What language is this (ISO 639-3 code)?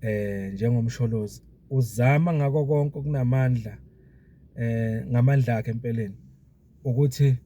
zul